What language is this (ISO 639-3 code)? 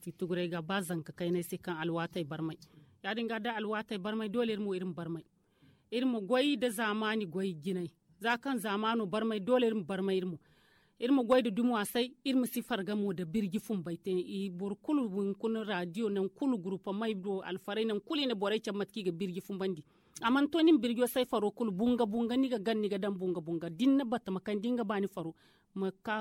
dje